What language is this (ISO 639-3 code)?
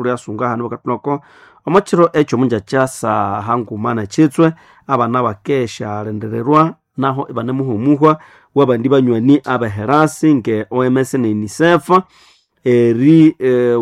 nnb